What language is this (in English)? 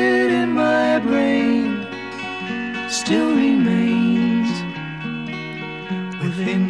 Czech